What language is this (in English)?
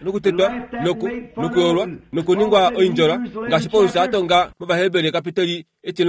Kuanyama